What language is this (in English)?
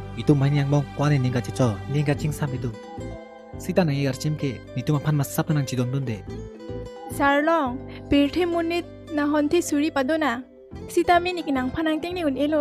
Karbi